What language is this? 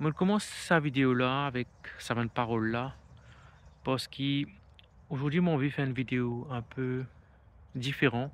Morisyen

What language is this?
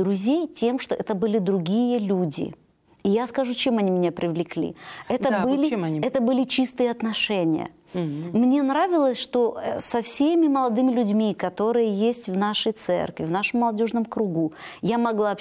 Russian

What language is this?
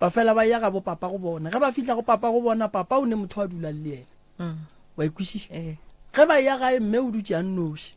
Northern Sotho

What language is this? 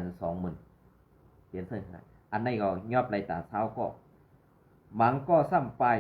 Shan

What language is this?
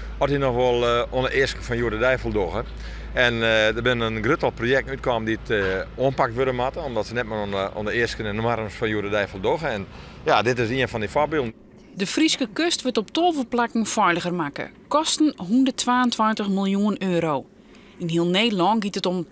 Western Frisian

